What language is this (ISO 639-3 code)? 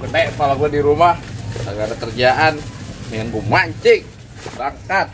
bew